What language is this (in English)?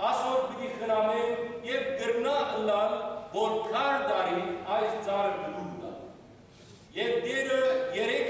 Western Armenian